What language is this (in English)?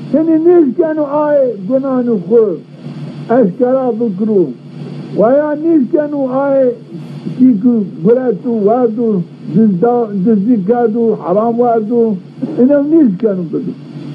Zaza